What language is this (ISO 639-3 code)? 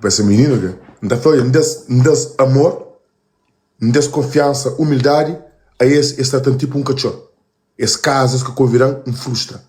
kea